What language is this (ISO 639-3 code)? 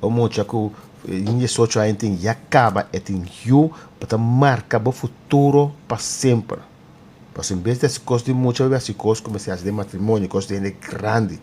pap